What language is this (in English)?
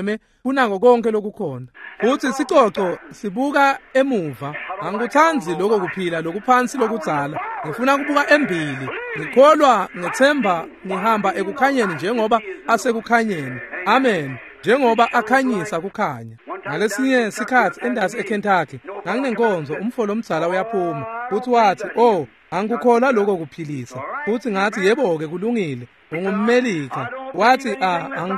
Swati